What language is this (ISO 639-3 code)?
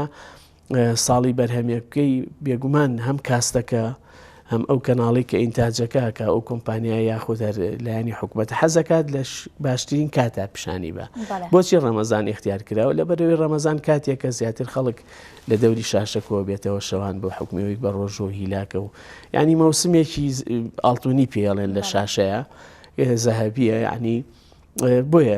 ckb